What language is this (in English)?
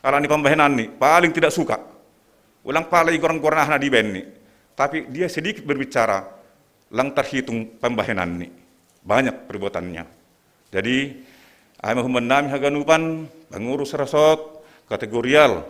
Batak Simalungun